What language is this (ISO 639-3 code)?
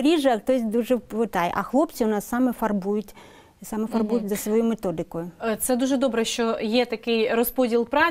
ukr